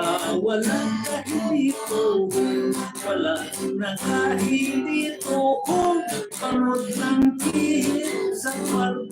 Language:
Hiligaynon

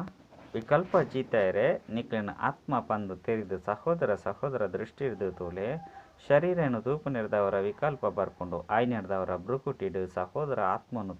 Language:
Tulu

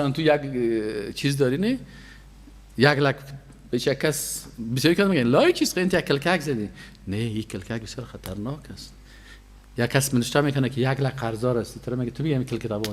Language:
Persian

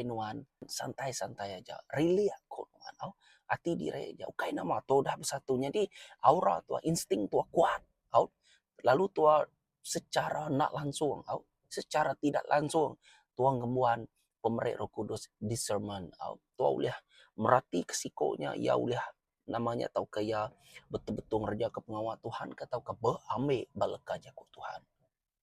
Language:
Iban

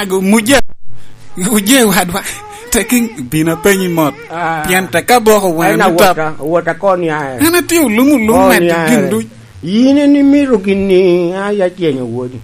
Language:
Lango (Uganda)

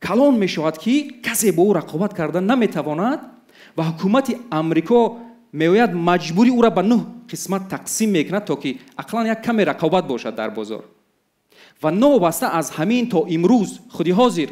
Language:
Tajik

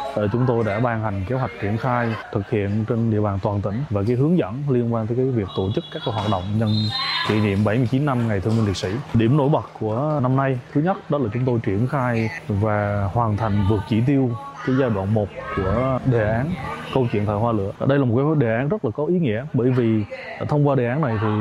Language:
Vietnamese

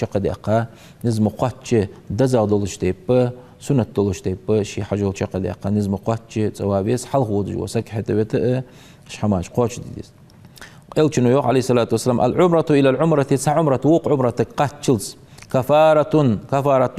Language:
Ingush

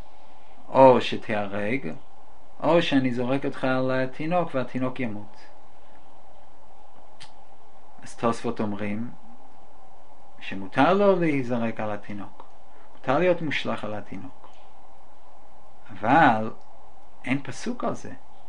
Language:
Hebrew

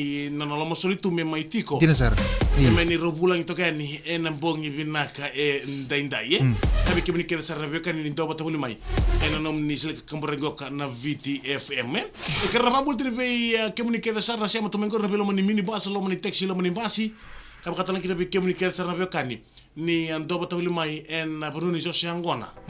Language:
Fijian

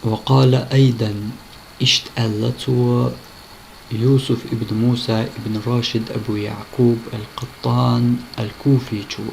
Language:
Chechen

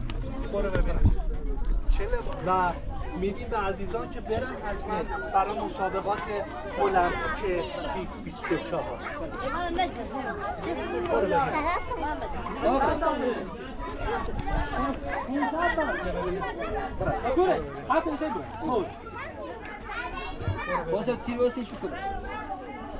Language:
Persian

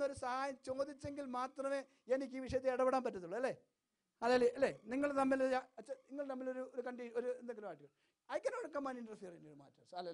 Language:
Malayalam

